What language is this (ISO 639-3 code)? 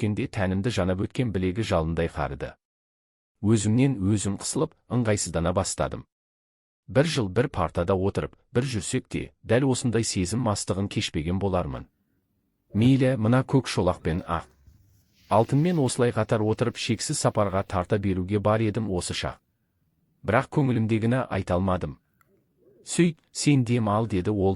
kaz